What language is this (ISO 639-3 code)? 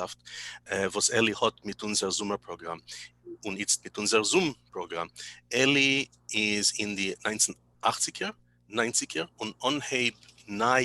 yid